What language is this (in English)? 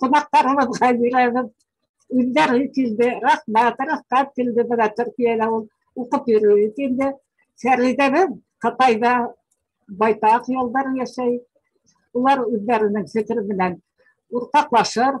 Bashkir